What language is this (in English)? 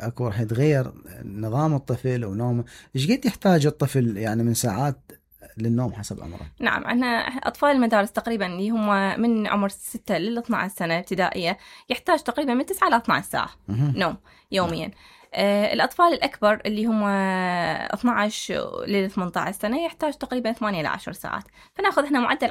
Mesopotamian Arabic